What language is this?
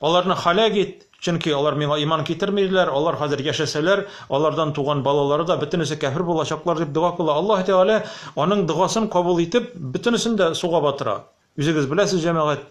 Tatar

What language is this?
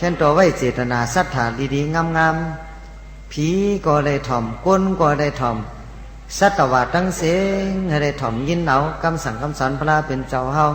Shan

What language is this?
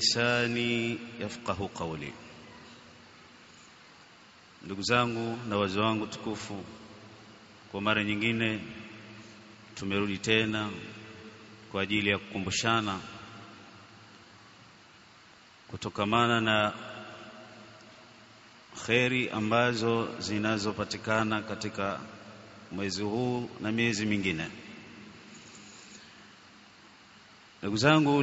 Swahili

